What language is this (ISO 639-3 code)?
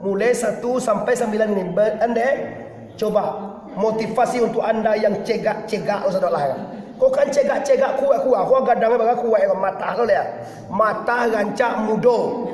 min